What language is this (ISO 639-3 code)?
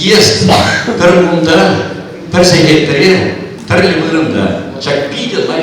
chv